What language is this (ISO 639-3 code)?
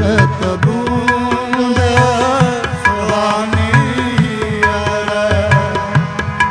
pan